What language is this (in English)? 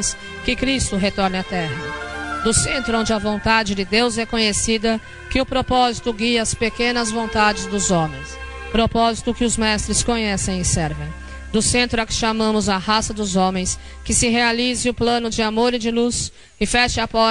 Portuguese